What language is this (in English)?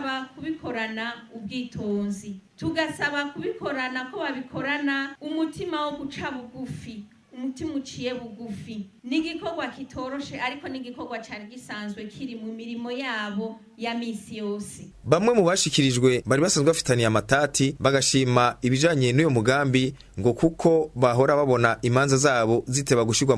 Rundi